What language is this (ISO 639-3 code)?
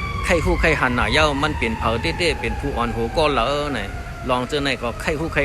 shn